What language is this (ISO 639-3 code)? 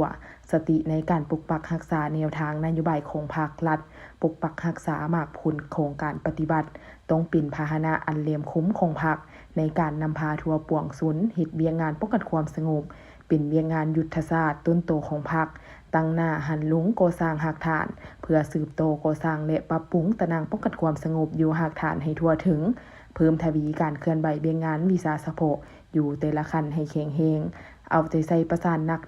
lao